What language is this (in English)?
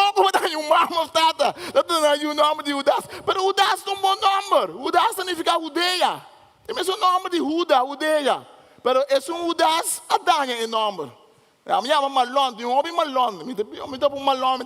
Papiamento